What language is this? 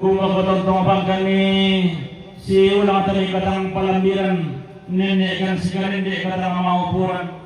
Toraja-Sa'dan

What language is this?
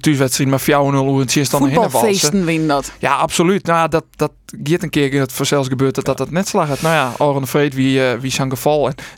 Western Frisian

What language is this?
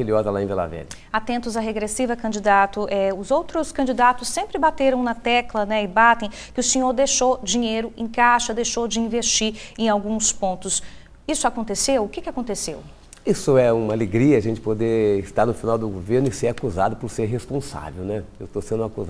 Portuguese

